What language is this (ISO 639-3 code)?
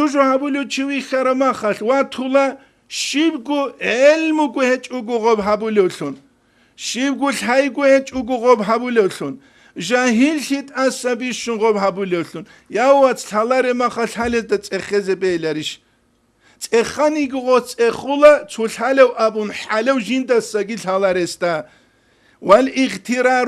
ava